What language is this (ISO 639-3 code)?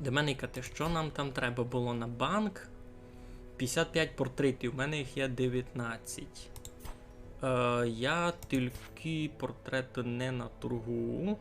rue